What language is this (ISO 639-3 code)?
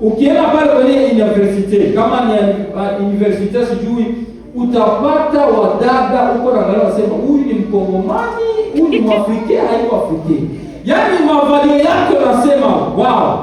swa